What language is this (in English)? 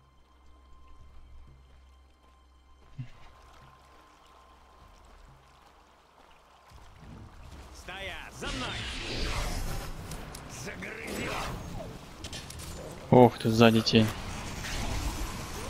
Russian